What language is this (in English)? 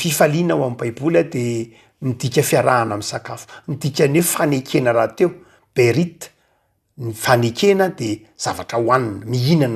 Malagasy